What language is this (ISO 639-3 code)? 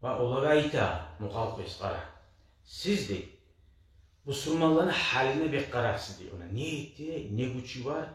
kum